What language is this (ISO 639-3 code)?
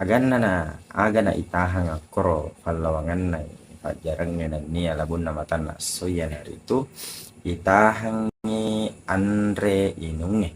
bug